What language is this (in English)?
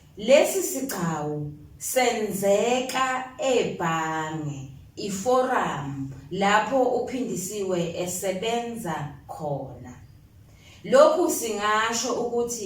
Zulu